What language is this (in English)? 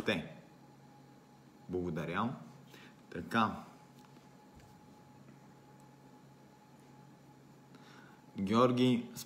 Bulgarian